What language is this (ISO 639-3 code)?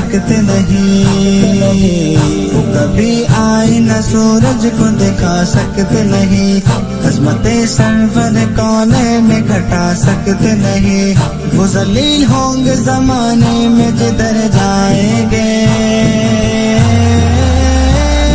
urd